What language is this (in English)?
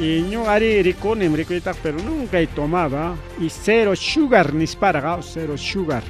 Ayacucho Quechua